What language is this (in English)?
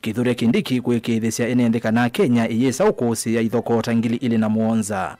Kamba